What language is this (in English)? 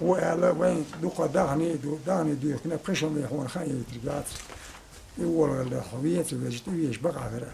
Chechen